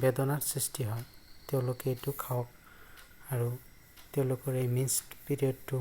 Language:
Assamese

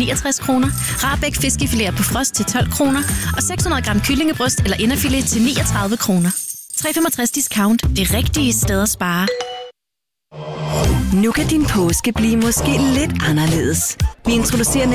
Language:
Danish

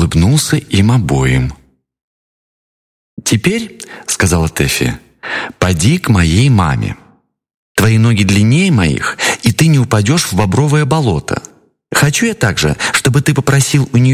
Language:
Russian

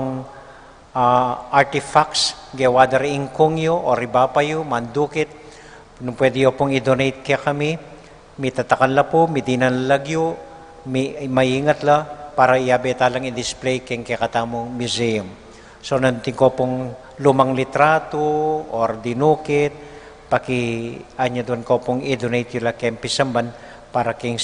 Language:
Pampanga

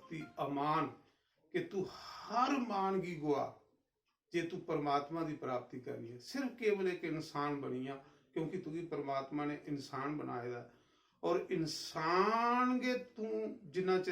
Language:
Dogri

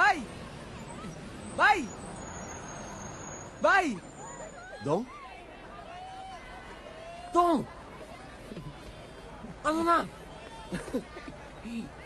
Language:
Filipino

